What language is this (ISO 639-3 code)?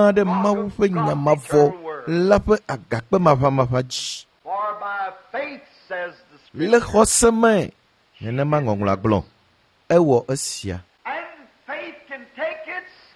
ewe